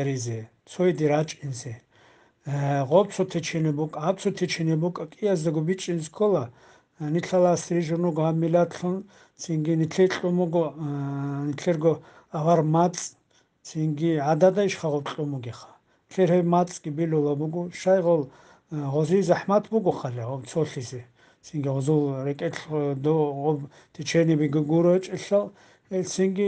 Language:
Avaric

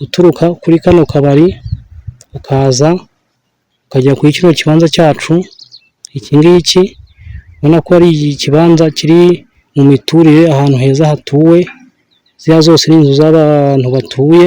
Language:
Kinyarwanda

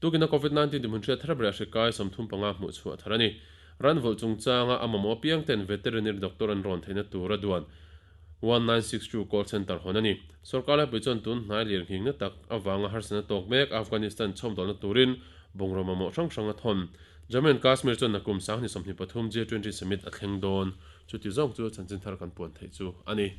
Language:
Mizo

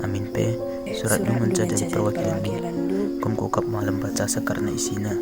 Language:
Batak Karo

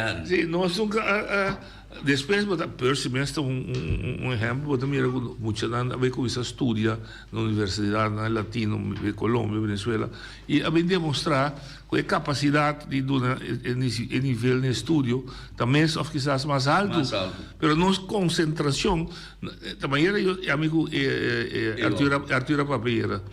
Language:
Papiamento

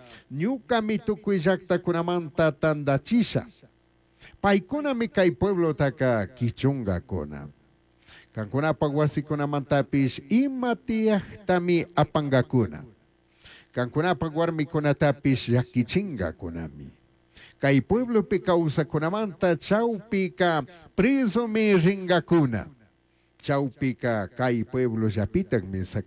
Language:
Chimborazo Highland Quichua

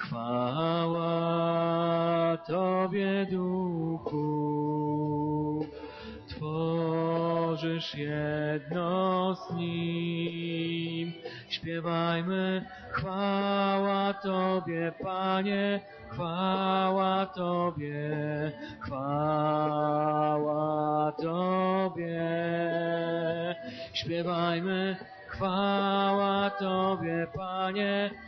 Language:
Polish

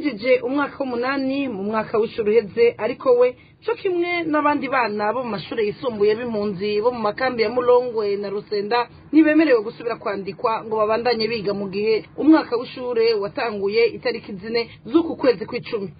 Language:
Rundi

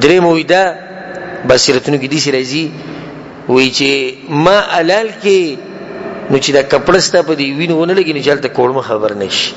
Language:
Pashto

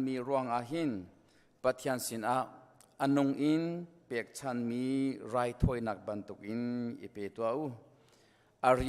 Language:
Hakha Chin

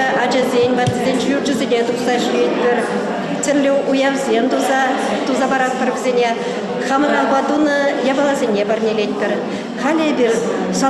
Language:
Chuvash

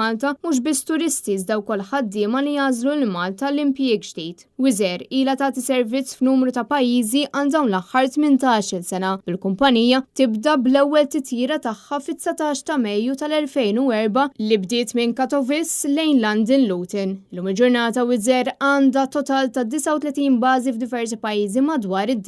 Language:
Maltese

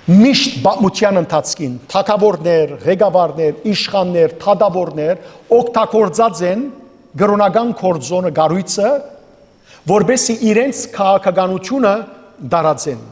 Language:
Western Armenian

